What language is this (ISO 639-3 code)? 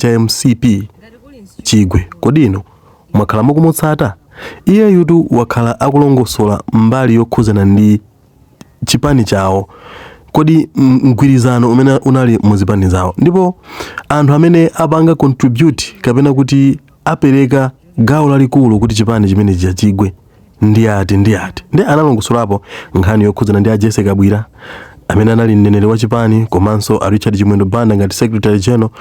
nya